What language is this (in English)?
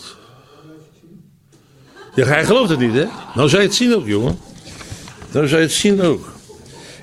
Dutch